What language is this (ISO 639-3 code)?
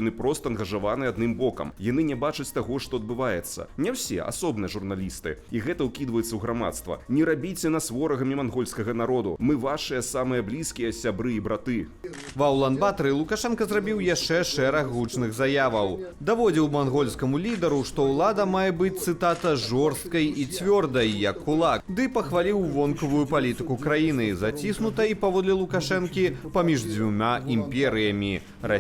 bel